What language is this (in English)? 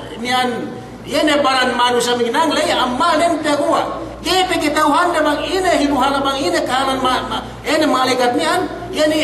Yakan